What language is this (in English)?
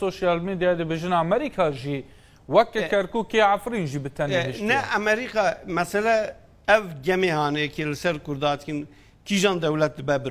Kurdish